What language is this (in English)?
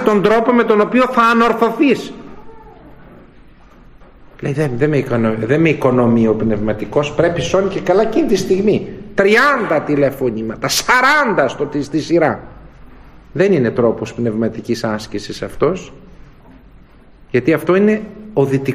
Greek